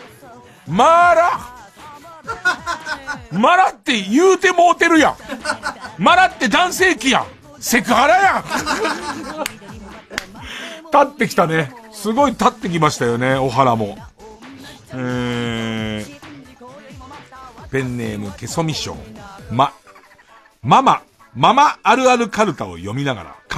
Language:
Japanese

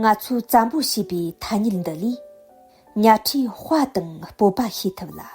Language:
Tibetan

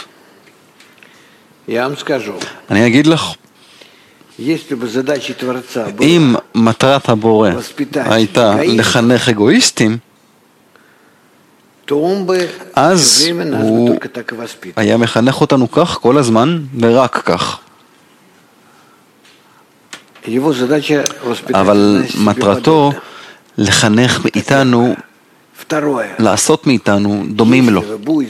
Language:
Hebrew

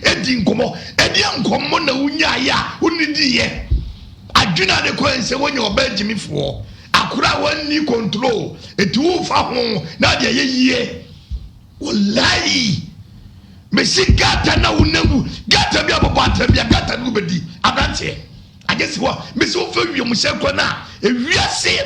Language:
Akan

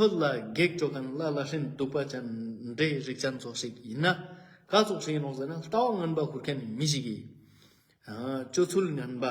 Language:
Ladakhi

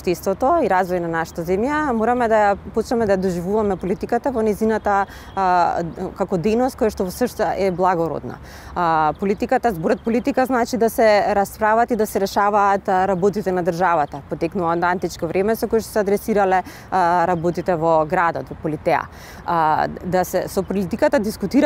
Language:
Macedonian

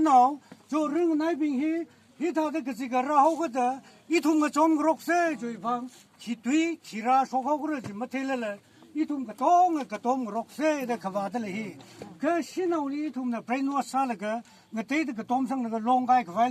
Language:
Tangkhul Naga (India)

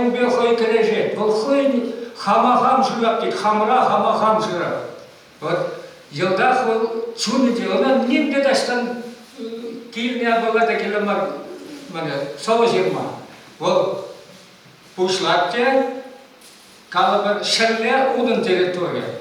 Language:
Chuvash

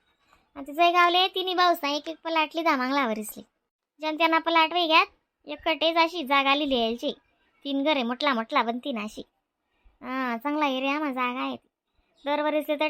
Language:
Khandesi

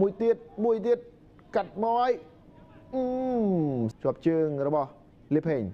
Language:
Khmer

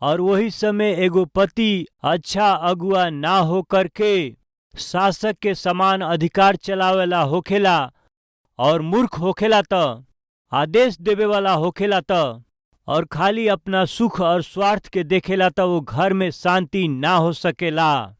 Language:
Bhojpuri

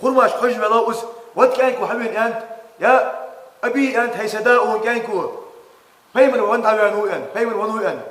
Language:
Ingush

